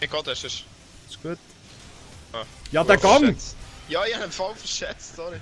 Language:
Swiss German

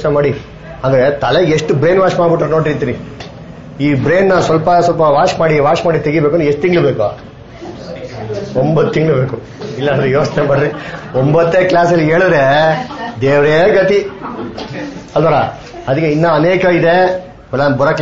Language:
Kannada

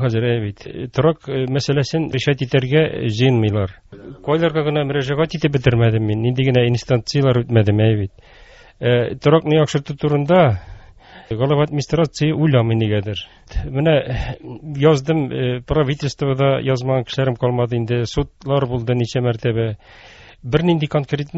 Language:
Tatar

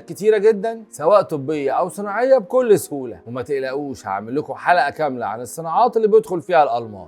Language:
Egyptian Arabic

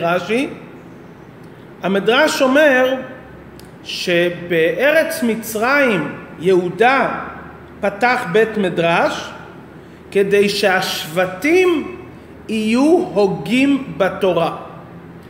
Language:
Hebrew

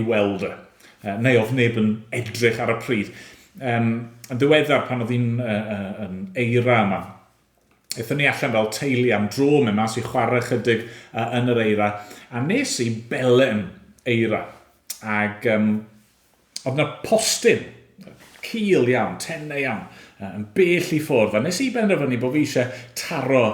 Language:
Welsh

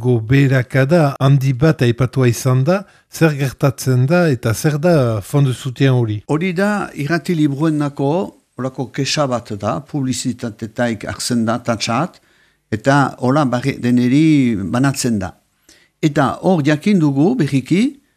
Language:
Basque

